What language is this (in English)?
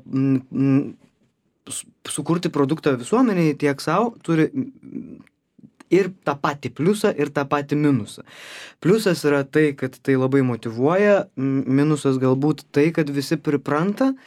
Lithuanian